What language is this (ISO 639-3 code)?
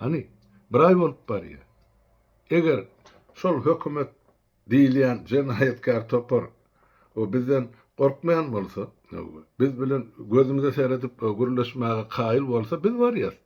tuk